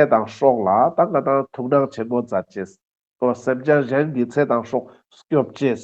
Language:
Ladakhi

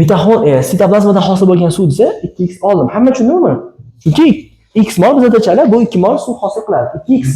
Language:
Uzbek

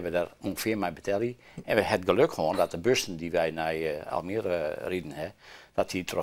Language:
Western Frisian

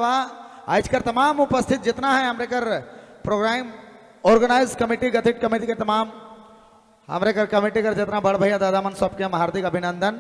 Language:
Sadri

